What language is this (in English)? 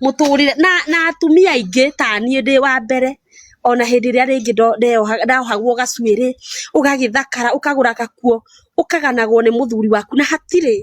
Kikuyu